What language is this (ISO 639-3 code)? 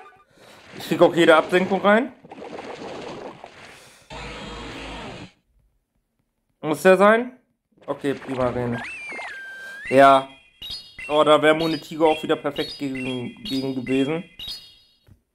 deu